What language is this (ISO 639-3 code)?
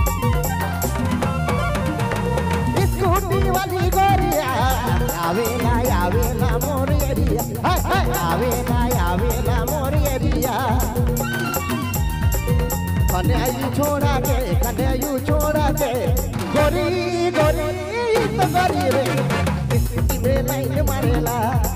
bho